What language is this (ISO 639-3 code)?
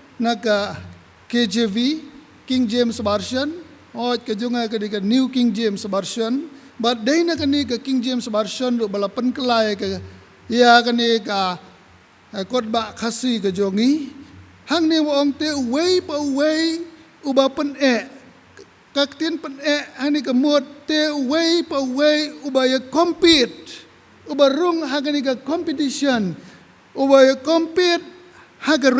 kha